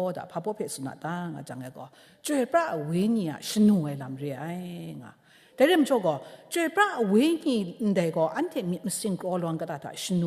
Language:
Kachin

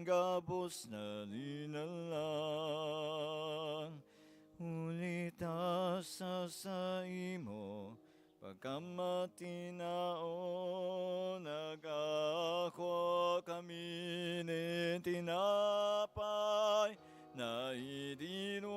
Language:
Bikol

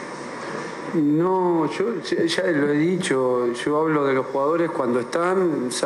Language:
Spanish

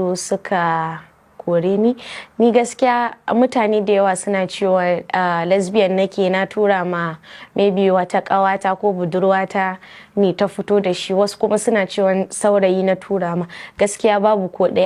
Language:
Hausa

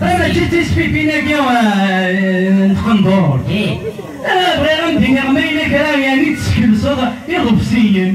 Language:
Kabyle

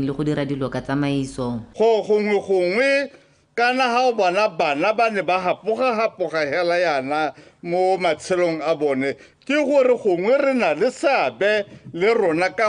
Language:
Tswana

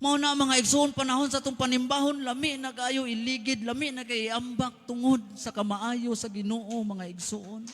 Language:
Cebuano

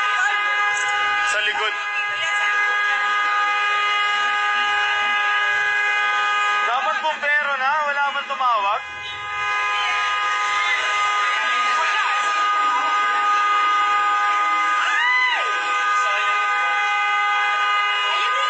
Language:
Filipino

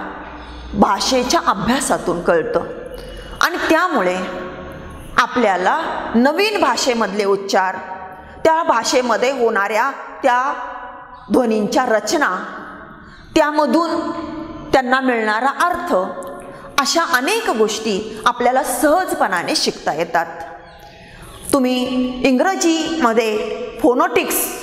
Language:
Marathi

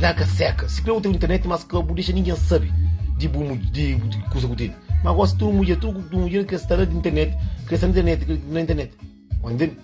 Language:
Kabuverdianu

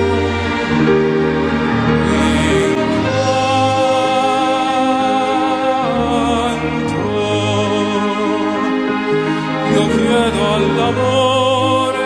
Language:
Italian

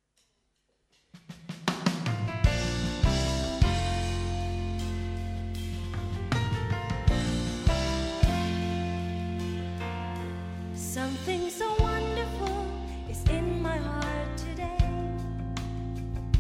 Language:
Estonian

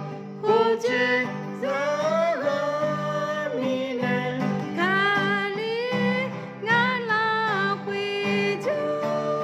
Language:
Akha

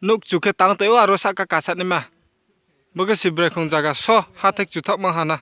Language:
Riang (India)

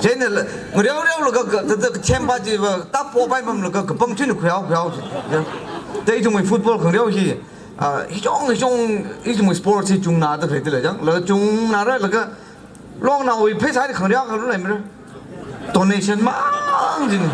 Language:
Tangkhul Naga (India)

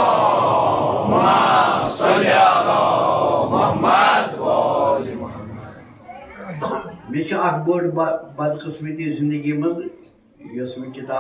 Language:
Kashmiri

